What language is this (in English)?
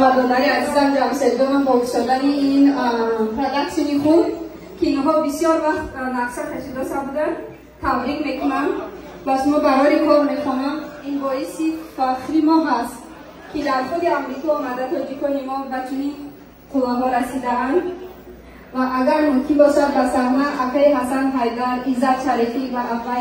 Tajik